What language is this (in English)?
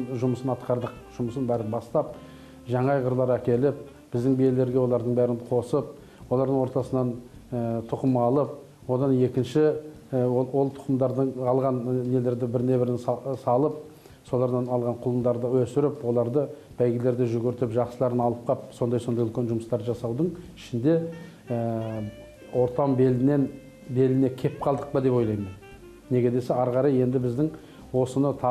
Kazakh